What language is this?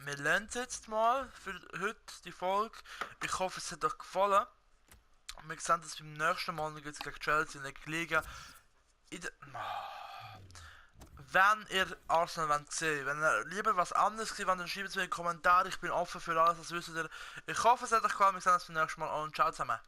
Swiss German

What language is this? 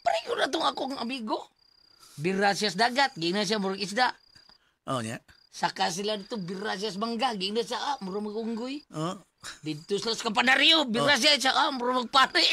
Cebuano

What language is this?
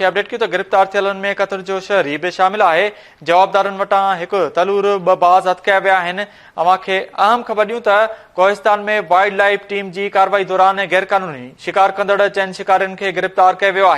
Sindhi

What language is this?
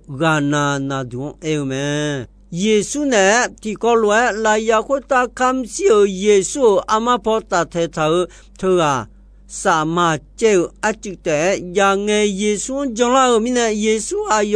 Akha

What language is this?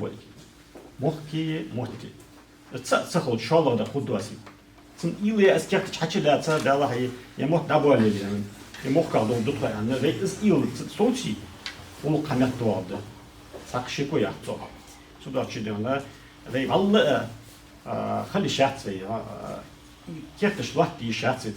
Ingush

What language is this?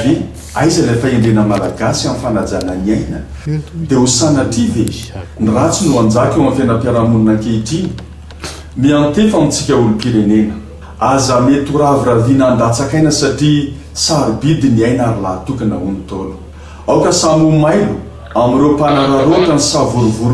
Malagasy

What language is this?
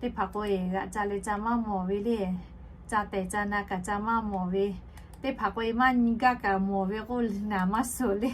Lahu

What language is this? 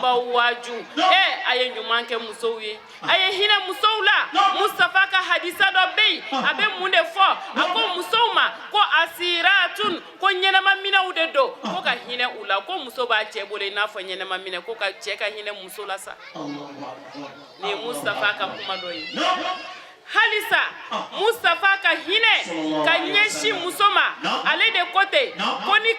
Bambara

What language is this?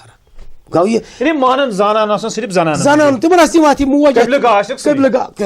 Kashmiri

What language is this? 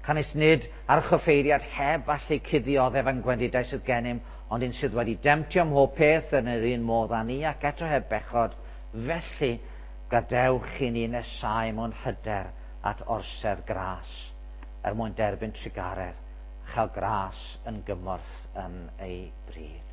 Welsh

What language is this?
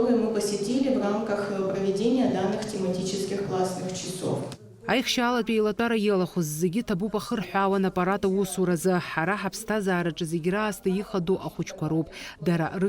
Abkhazian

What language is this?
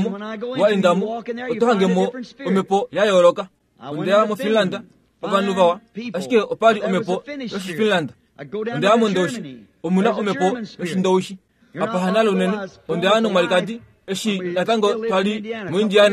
Kuanyama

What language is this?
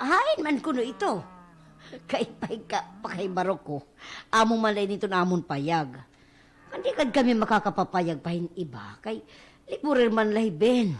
Waray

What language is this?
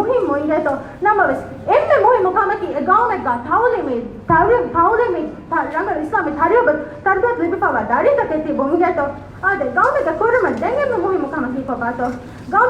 Divehi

